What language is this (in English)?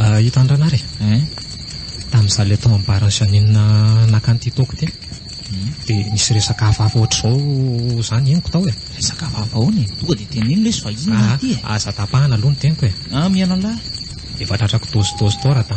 Malagasy